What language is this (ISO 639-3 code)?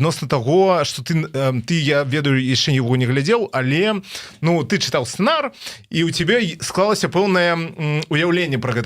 bel